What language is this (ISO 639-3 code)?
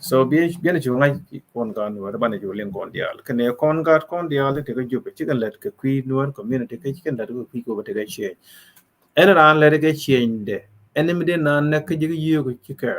nus